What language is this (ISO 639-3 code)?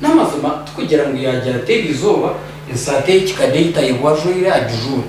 nyn